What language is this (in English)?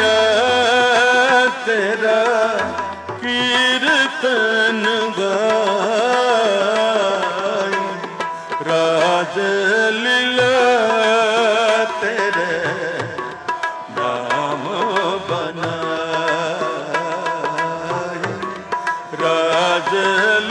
Punjabi